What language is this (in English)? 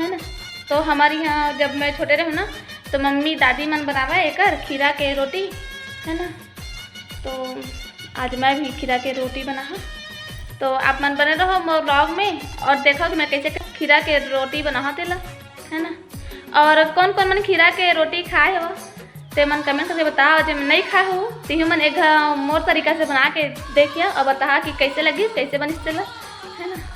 Chhattisgarhi